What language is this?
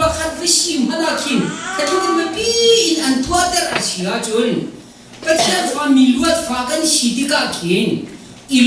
Hakha Chin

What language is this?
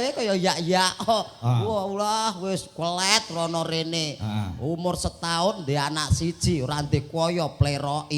Javanese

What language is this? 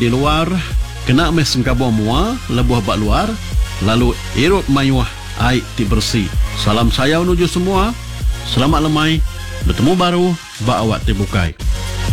Iban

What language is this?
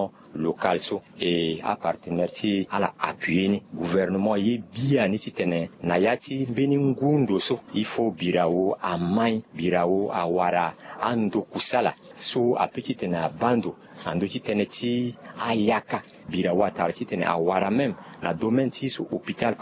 Sango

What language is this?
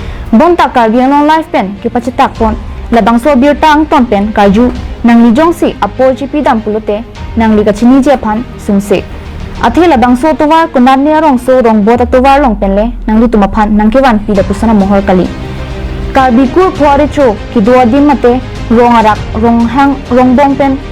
Karbi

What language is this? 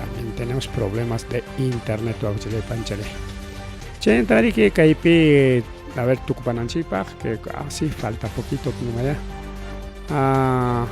Ayacucho Quechua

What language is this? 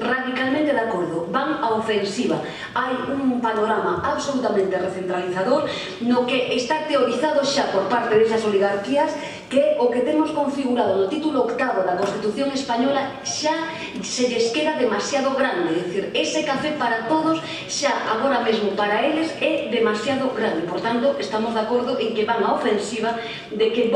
Galician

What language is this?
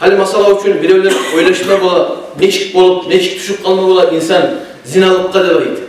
Kumyk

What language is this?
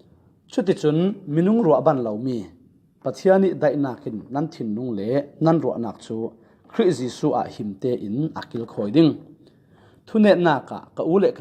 Falam Chin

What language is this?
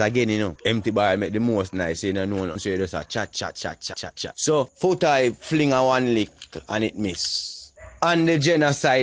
Jamaican Creole English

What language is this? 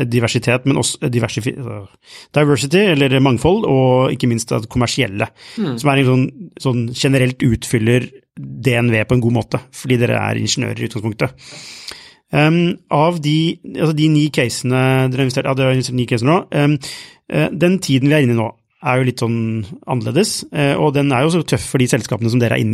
Norwegian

